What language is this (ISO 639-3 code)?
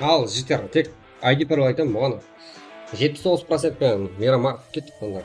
kaa